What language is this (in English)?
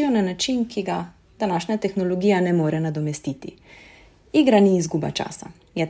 Slovenian